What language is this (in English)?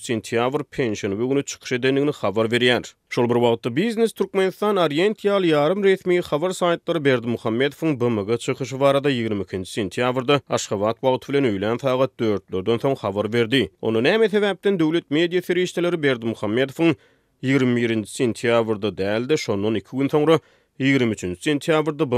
Turkmen